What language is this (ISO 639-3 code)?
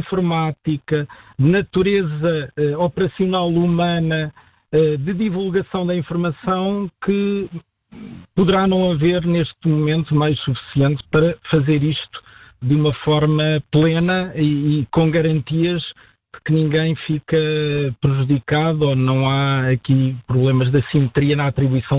por